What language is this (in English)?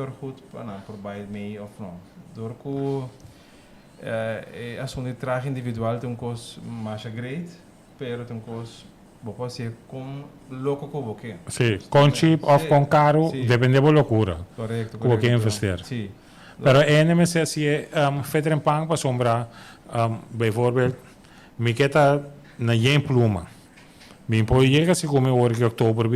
Papiamento